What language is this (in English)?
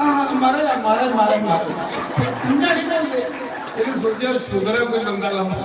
Dogri